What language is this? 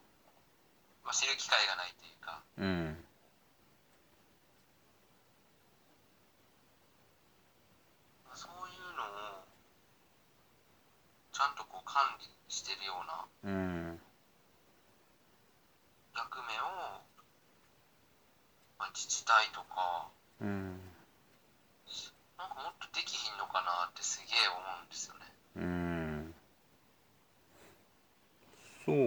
Japanese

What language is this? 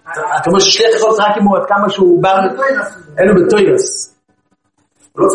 Hebrew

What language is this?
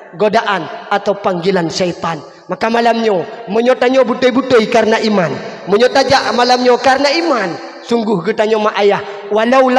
Achinese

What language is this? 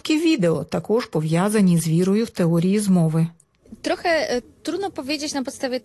Ukrainian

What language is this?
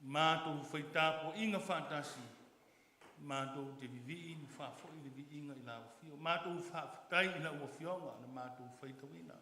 Samoan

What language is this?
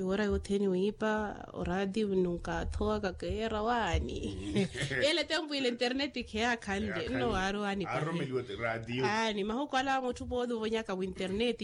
Makhuwa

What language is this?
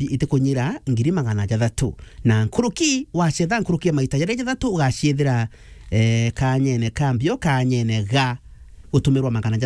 Meru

